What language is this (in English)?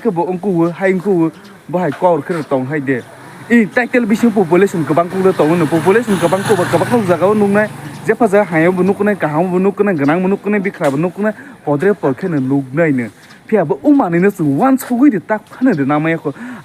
Kok Borok